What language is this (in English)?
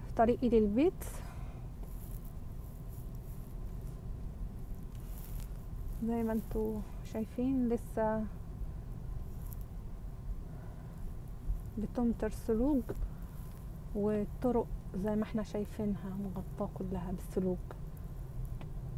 Egyptian Arabic